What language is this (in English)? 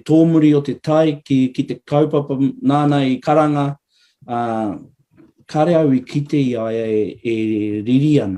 Māori